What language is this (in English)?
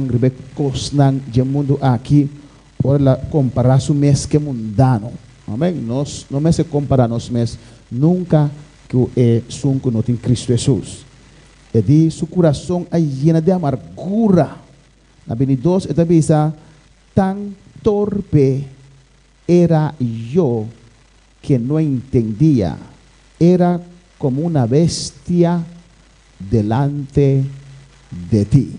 Papiamento